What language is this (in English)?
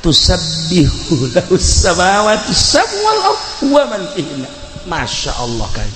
Sundanese